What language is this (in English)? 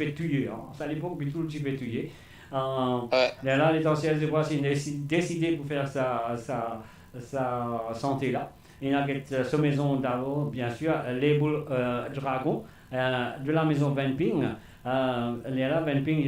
Morisyen